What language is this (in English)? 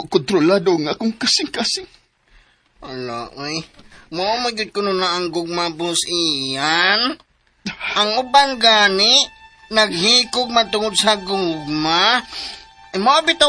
Cebuano